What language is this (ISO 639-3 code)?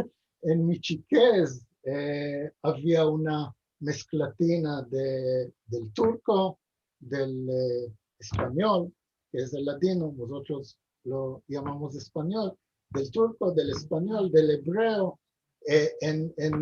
lad